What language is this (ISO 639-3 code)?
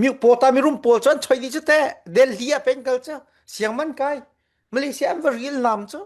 cfm